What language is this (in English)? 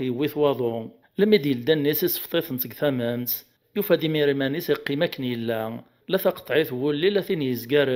Kabyle